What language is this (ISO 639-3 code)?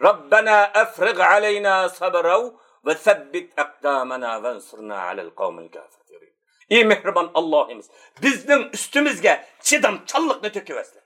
uig